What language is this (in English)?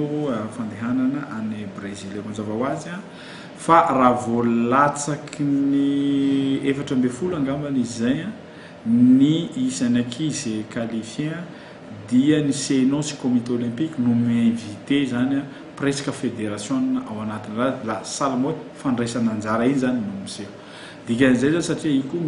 Malagasy